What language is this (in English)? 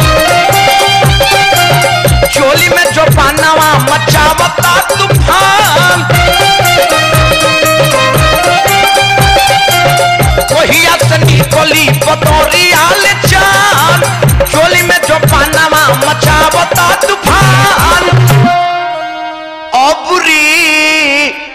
Bhojpuri